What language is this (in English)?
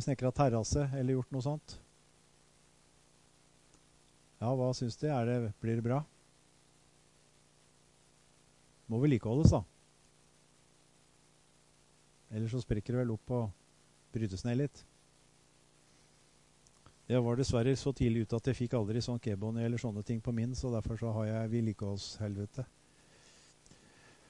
Norwegian